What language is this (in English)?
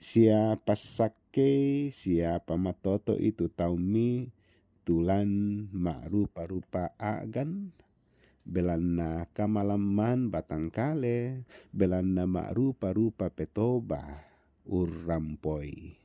Toraja-Sa'dan